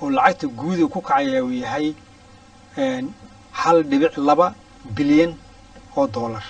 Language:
Somali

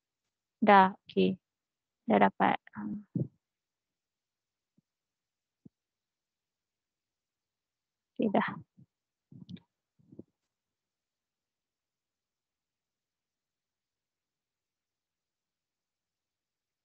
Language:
Malay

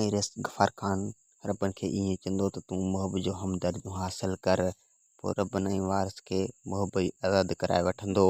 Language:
Sindhi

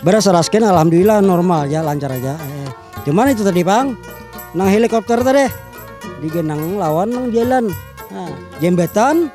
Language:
Banjar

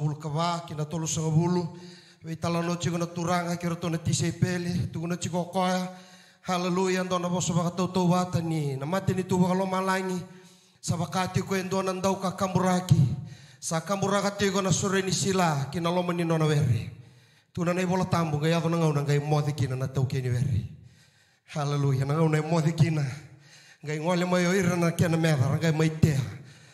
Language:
Fijian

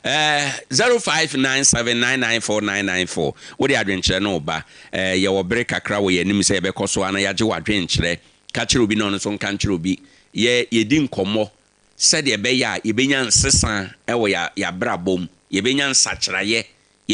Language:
Akan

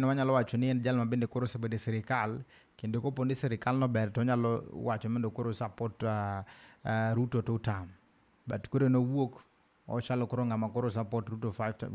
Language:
Luo (Kenya and Tanzania)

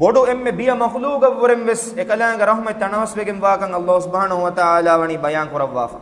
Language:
Divehi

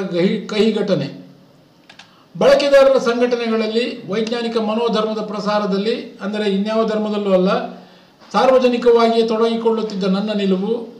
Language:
Kannada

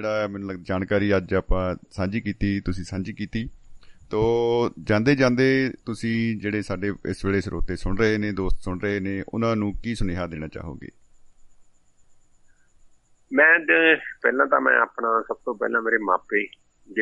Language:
Punjabi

